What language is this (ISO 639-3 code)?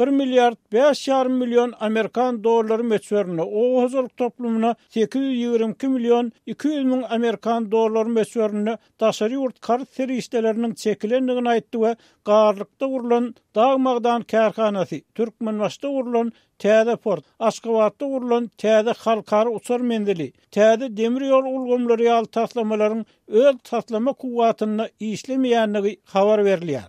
tuk